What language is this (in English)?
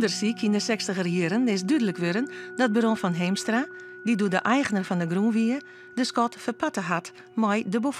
Western Frisian